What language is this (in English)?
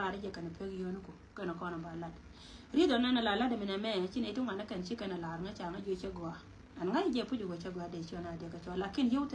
Nuer